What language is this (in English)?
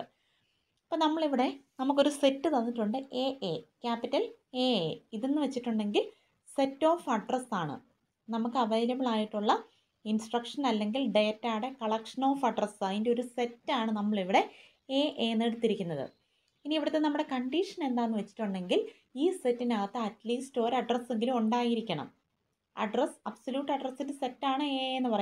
Malayalam